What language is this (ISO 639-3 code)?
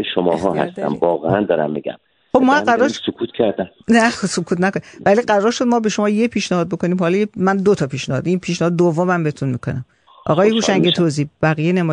fas